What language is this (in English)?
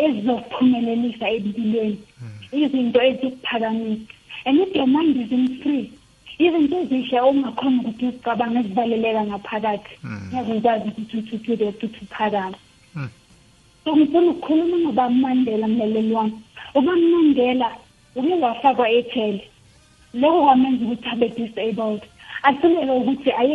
South Ndebele